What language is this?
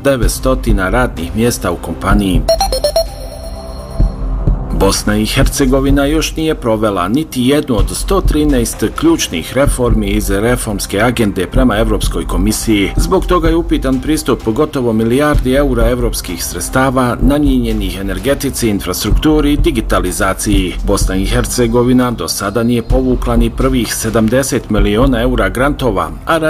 Bosnian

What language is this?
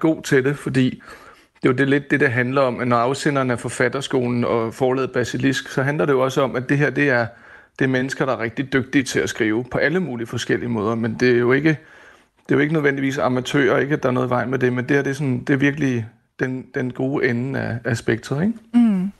Danish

